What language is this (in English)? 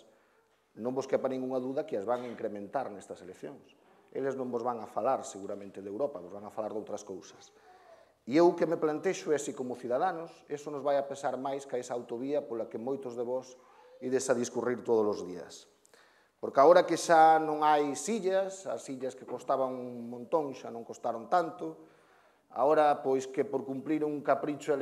Galician